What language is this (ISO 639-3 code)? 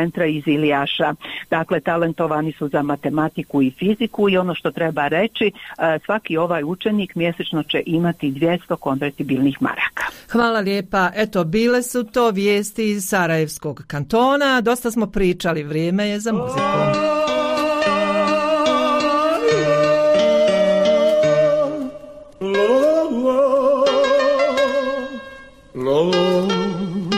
bos